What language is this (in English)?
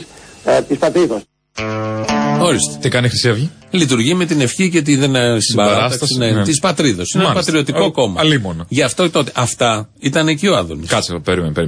Greek